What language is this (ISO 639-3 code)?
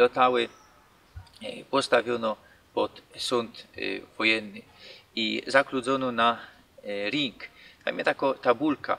szl